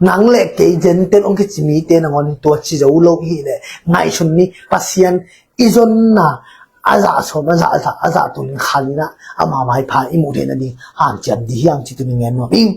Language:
Tedim Chin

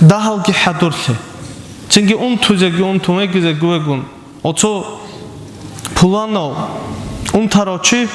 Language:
Avaric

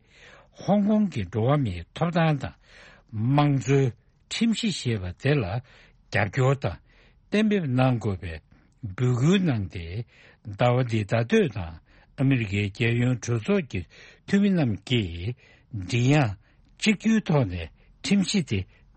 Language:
Tibetan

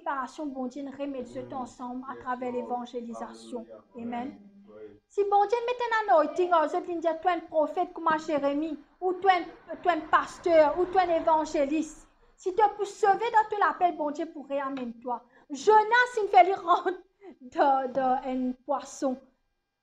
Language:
Morisyen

